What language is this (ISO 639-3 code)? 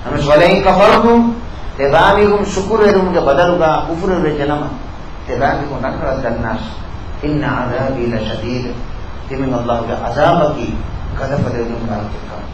div